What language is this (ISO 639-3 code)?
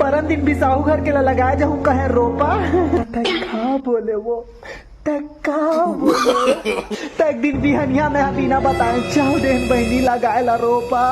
hne